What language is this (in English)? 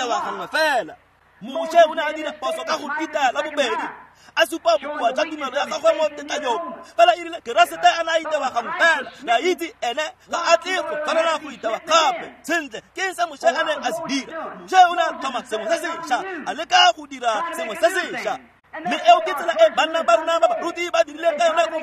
Tswana